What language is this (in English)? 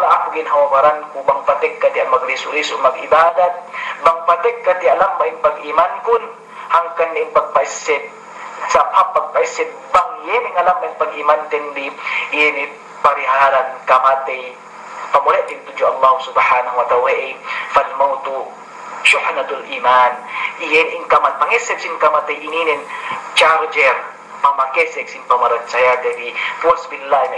Yakan